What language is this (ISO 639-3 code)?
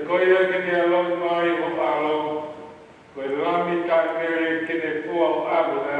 ton